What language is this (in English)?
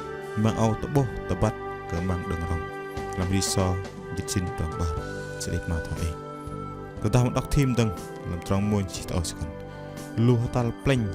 Bahnar